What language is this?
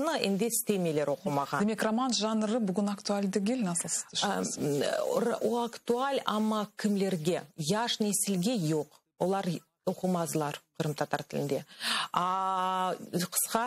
Crimean Tatar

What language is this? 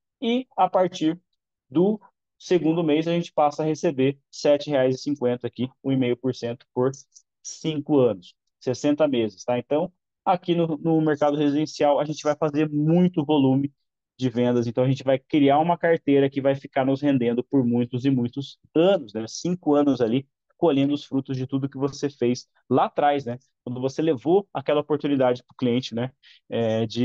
Portuguese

